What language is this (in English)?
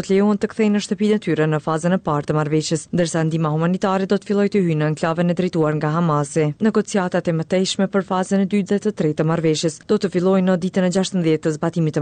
Albanian